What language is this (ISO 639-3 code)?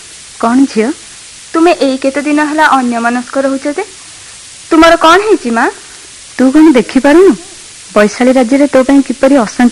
ori